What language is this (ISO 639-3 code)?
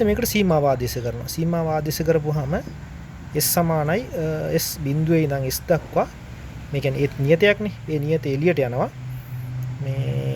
sin